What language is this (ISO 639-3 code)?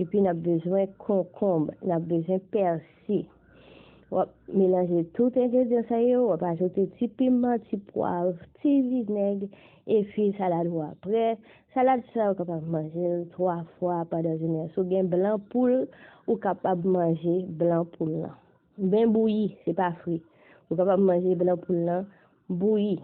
hat